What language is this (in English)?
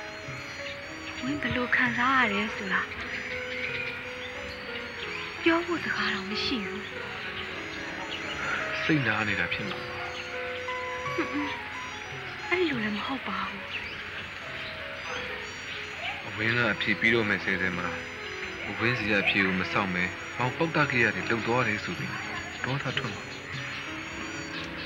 Burmese